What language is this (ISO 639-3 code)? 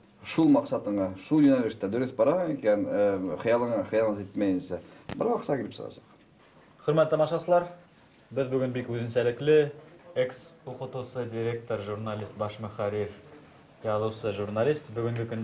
bak